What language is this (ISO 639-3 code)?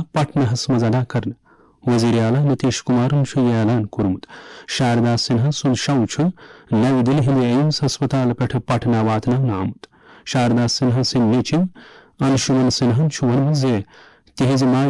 kas